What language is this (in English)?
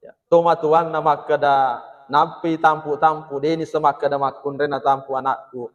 Buginese